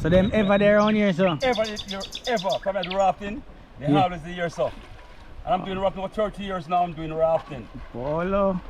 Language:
Jamaican Creole English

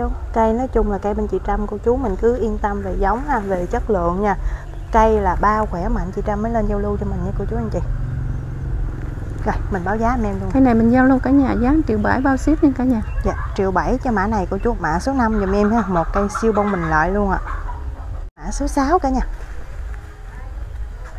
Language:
Vietnamese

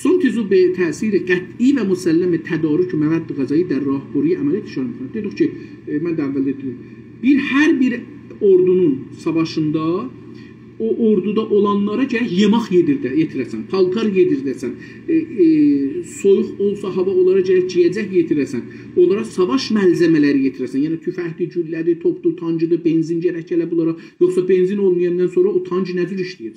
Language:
South Azerbaijani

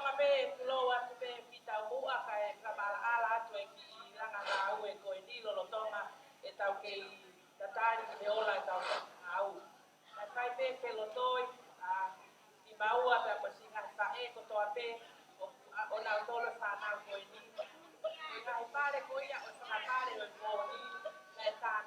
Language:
Tongan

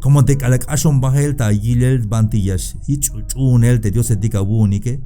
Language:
Tzeltal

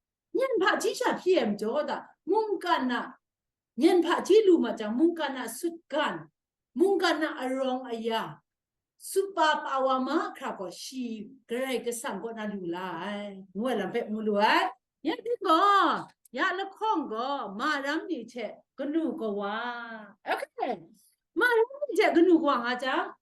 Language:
Kachin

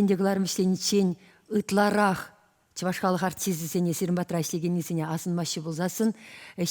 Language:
Chuvash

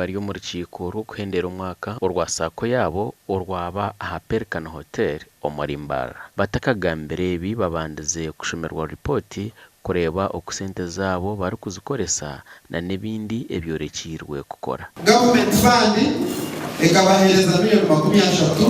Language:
Nyankole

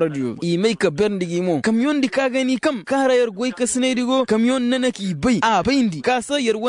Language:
Koyraboro Senni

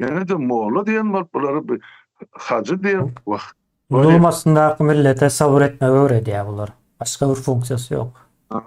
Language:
Turkmen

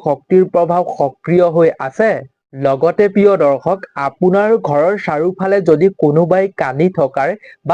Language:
Assamese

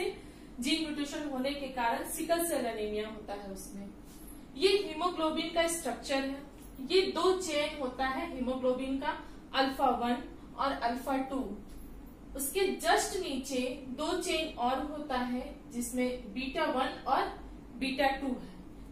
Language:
Hindi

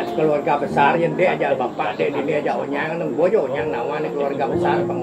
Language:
Balinese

